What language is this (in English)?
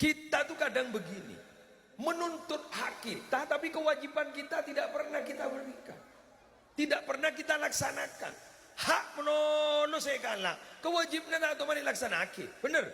Madurese